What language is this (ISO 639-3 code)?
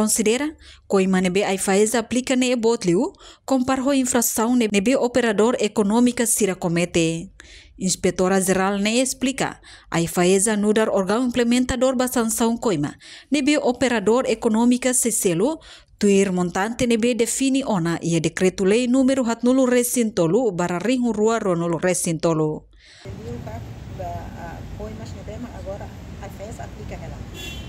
tet